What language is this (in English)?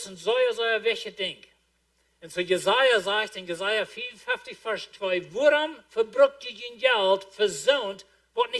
Plautdietsch